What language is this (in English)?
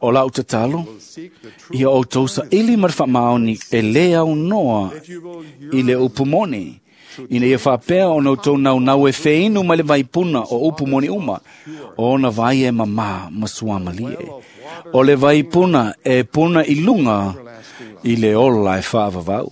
Samoan